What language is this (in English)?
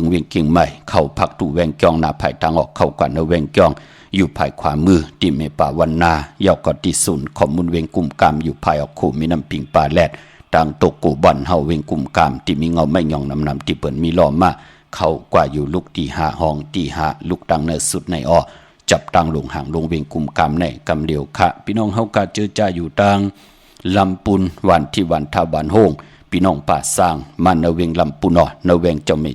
Shan